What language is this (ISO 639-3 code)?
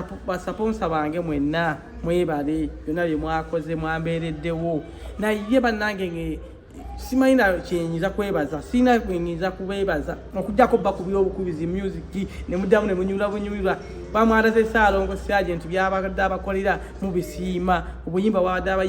lug